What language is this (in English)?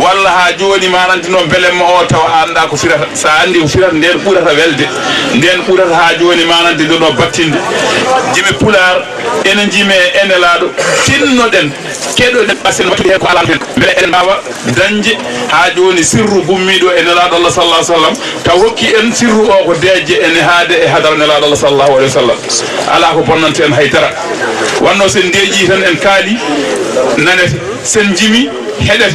Fula